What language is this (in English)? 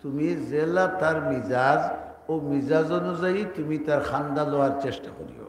Sylheti